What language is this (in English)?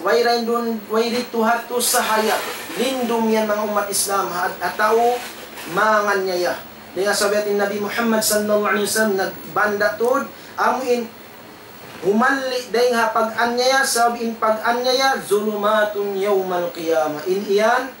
Tausug